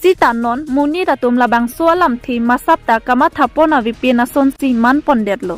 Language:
Karbi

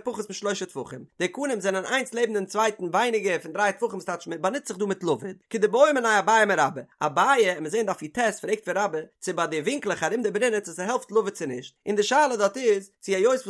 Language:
Yiddish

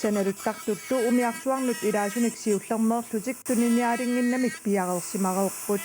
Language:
Kalaallisut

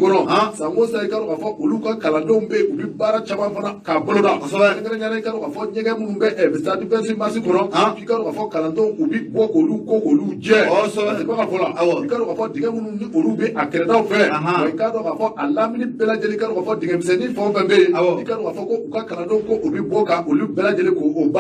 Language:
Bambara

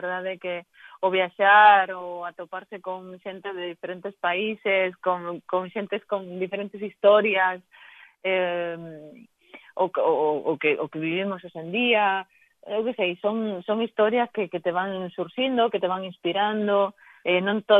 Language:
Galician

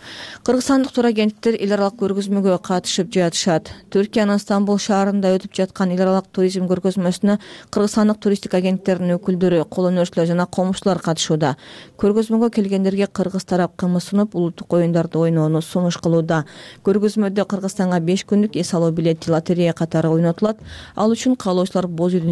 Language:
Kyrgyz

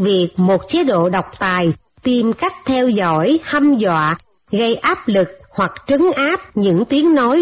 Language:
Vietnamese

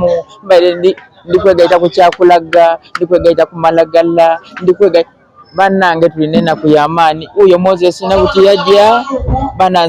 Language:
Soga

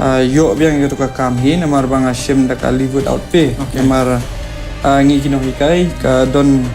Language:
Khasi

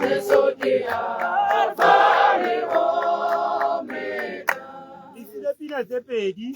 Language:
Tswana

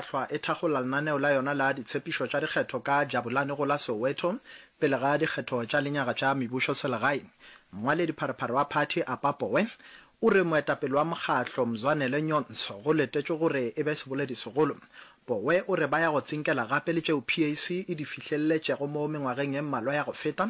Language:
Northern Sotho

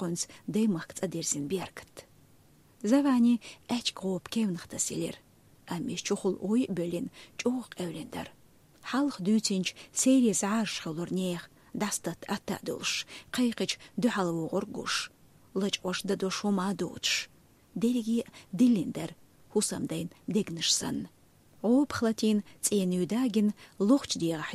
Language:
Chechen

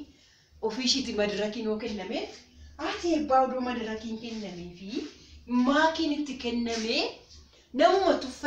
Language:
Oromo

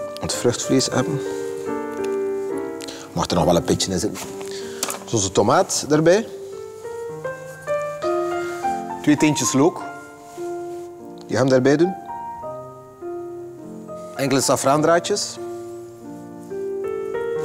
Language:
Dutch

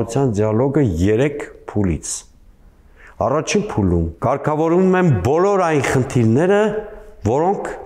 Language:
Armenian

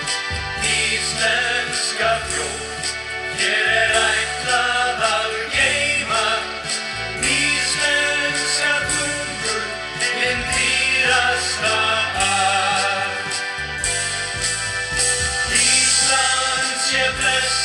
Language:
Icelandic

